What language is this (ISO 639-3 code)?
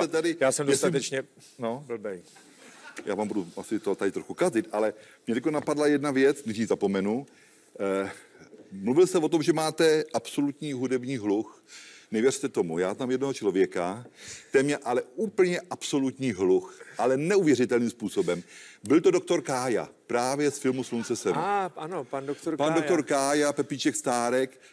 ces